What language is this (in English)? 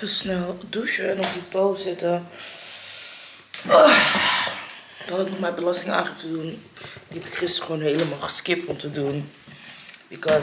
Dutch